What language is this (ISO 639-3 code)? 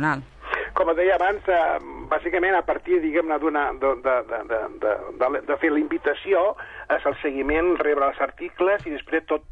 cat